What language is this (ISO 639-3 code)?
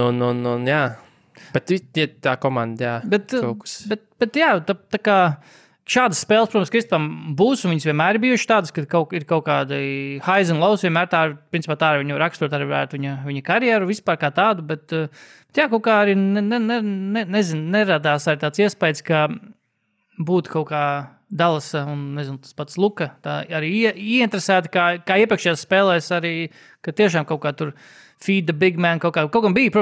lav